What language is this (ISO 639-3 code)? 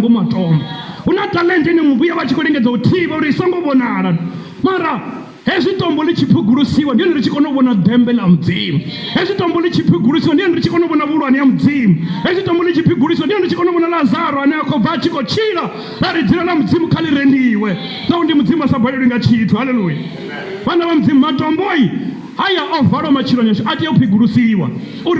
ven